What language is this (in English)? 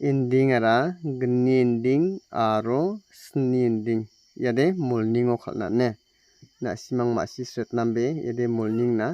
Garo